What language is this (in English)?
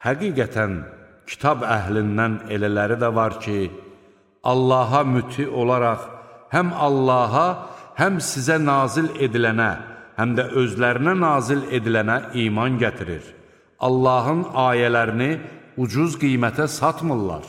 Azerbaijani